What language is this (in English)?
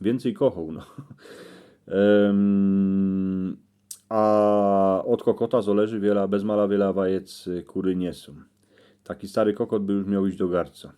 Silesian